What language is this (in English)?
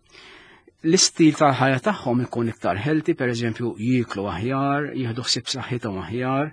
Maltese